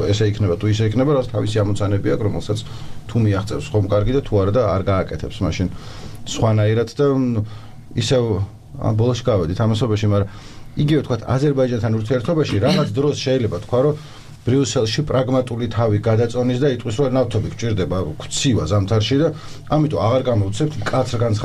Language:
Georgian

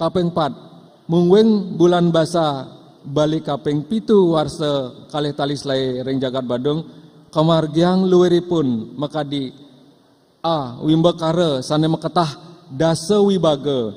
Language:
Balinese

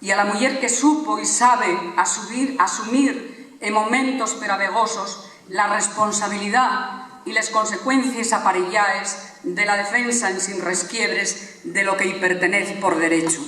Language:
Asturian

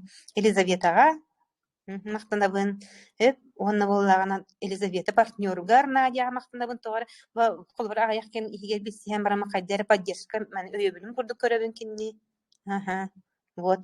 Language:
Yakut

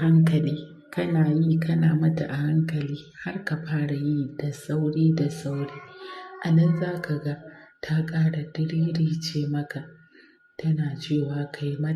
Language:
Hausa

